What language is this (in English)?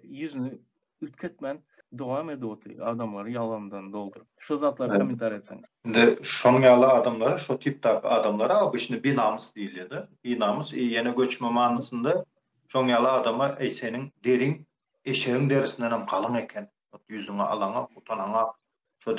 Turkmen